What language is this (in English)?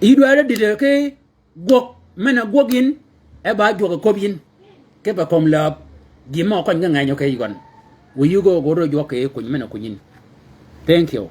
Shilluk